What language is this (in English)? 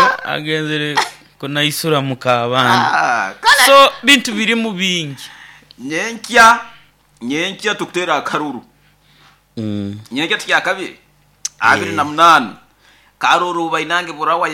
Nyoro